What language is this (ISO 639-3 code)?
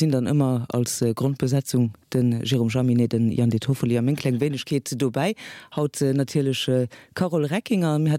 ltz